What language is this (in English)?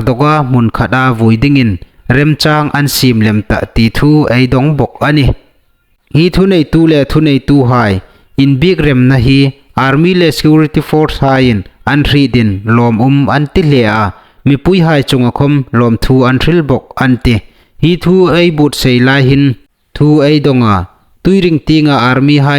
Hmar